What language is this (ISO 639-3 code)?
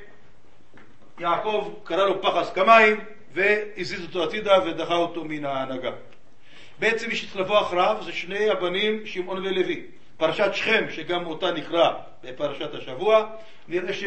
heb